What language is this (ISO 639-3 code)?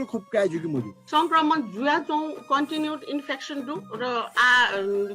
new